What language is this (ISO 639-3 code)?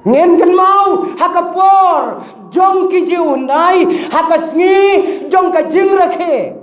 kha